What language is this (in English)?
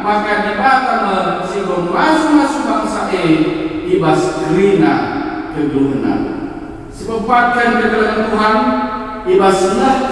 Batak Karo